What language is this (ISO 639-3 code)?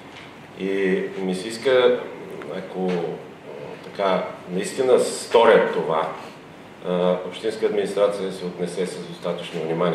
bul